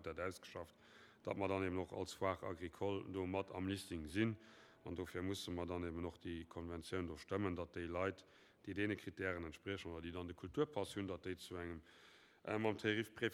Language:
Luxembourgish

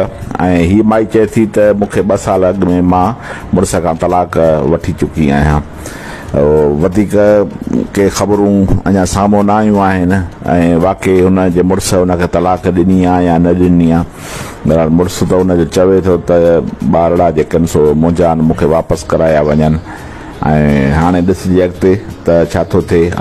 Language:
Sindhi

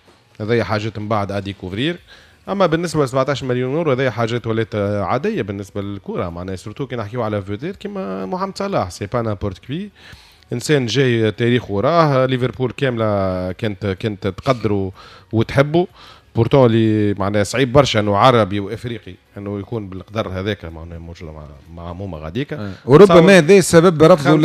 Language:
Tunisian Arabic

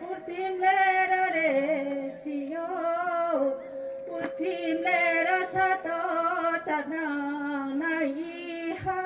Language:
Riang (India)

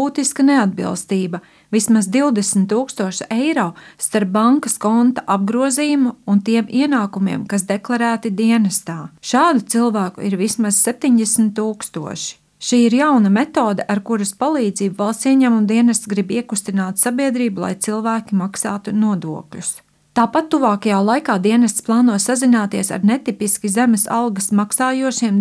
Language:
Latvian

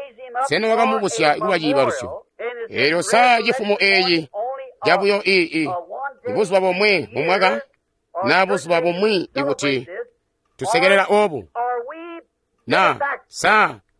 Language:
Tonga (Zambia)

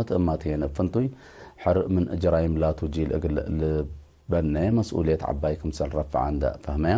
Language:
Tigre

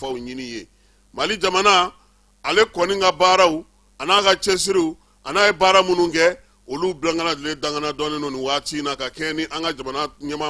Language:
Bambara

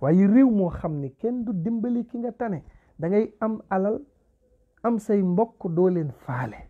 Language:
Wolof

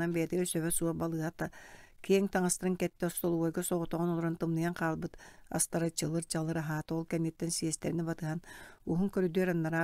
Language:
Yakut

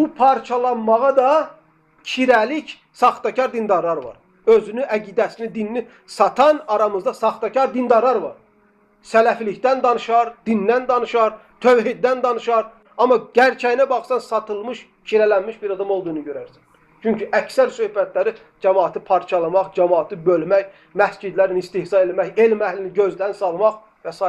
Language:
Azerbaijani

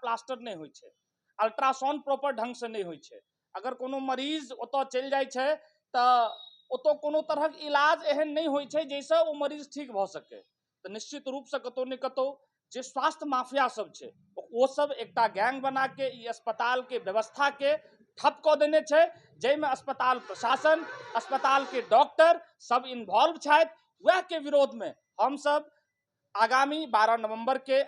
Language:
Maithili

